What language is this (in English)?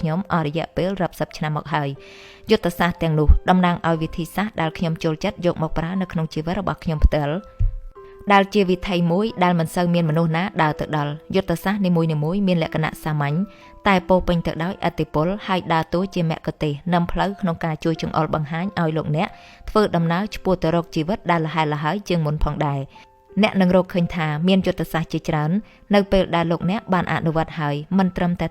Khmer